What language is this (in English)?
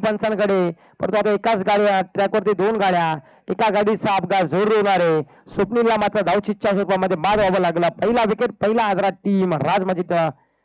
Marathi